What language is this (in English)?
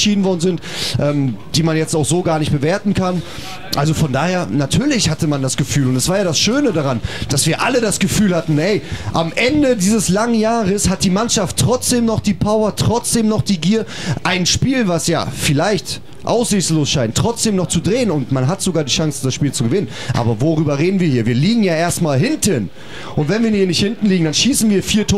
German